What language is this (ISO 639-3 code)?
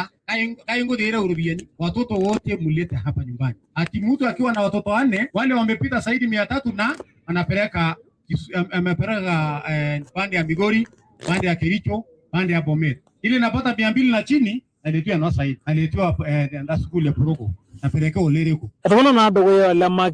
mas